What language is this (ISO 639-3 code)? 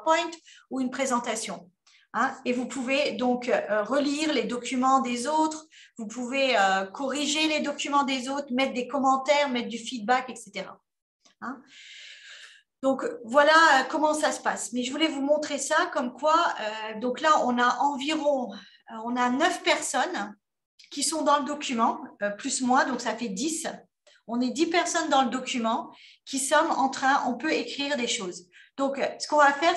fra